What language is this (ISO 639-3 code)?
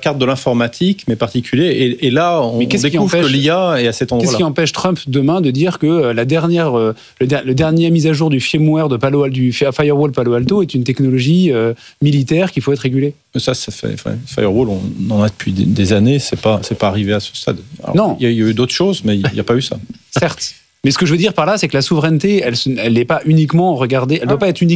fra